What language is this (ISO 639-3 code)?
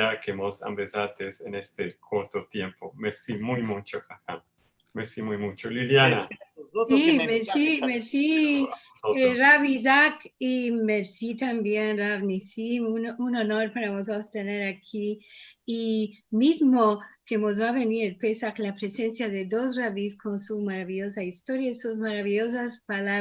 lad